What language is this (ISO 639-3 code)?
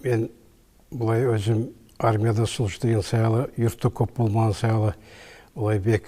kum